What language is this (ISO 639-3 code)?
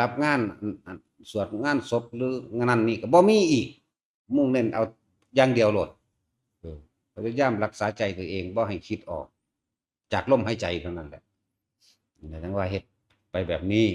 tts